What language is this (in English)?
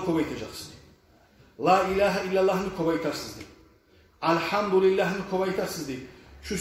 Kumyk